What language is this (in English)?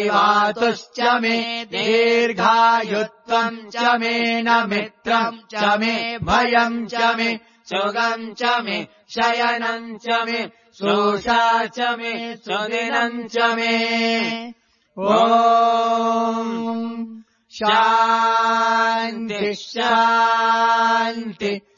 Sanskrit